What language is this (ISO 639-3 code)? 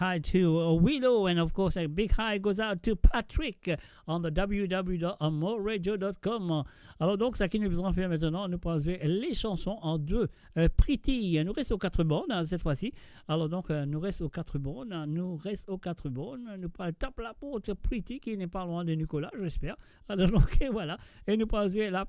mfe